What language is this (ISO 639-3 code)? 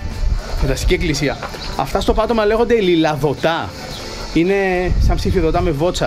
ell